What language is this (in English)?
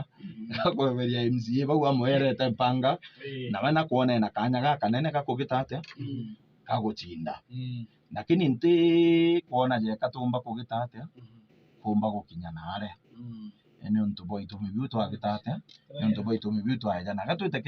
Meru